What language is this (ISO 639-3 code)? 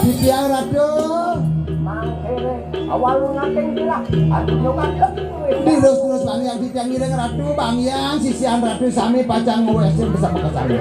ban